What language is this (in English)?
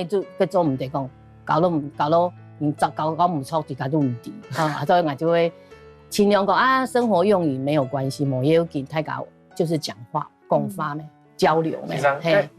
Hakka Chinese